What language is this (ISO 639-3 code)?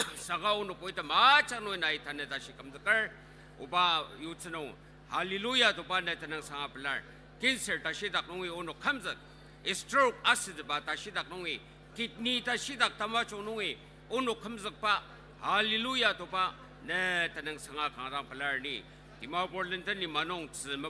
njo